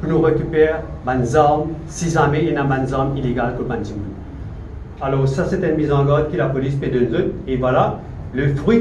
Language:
Morisyen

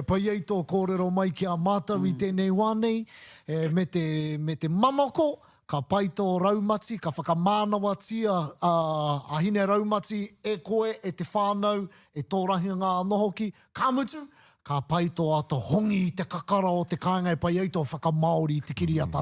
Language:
Māori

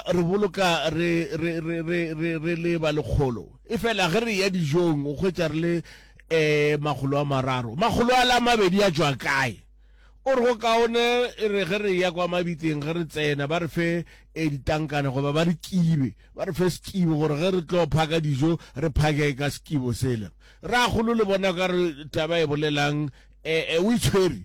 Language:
Northern Sotho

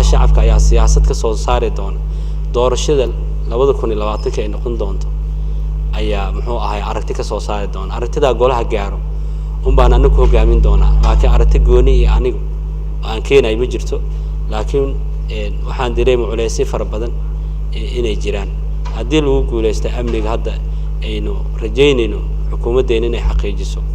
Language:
Somali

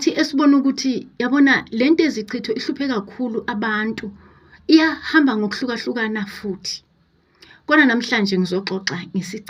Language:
Zulu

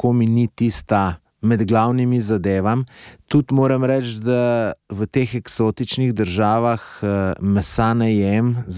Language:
Slovenian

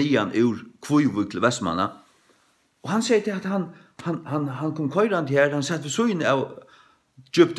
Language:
Faroese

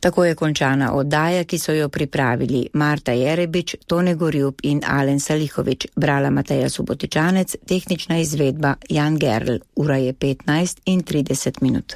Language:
Slovenian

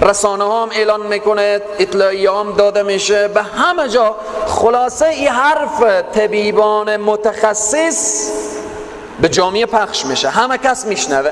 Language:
Persian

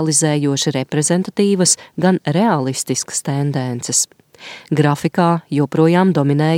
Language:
Latvian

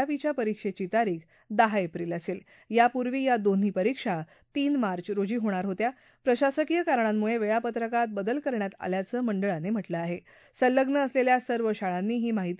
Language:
Marathi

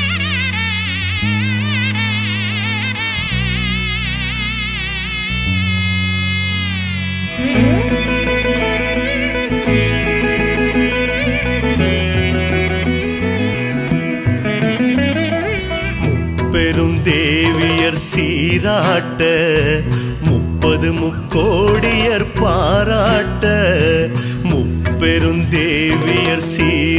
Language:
Tamil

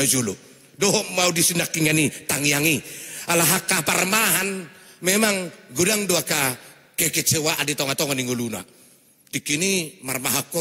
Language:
Batak Toba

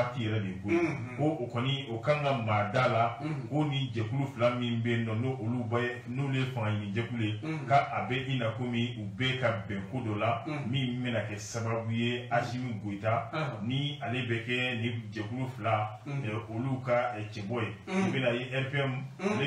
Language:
Bambara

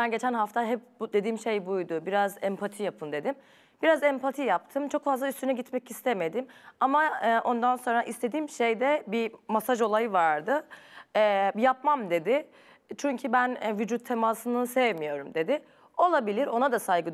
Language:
Turkish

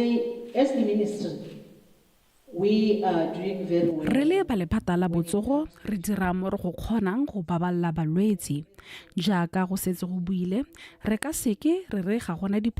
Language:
Tswana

